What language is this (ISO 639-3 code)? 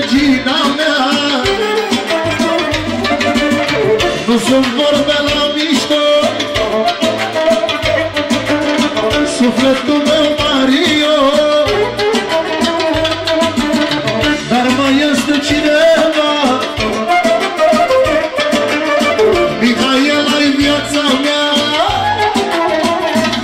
ron